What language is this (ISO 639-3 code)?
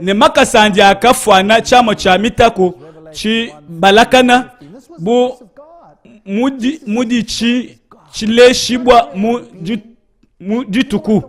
lua